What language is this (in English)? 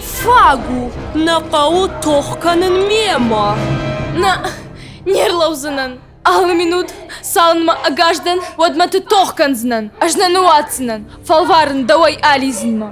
Ossetic